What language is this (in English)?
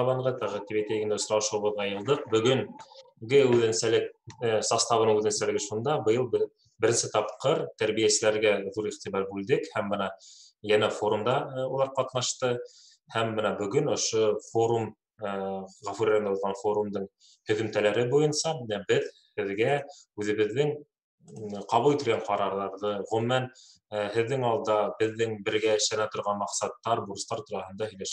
Bashkir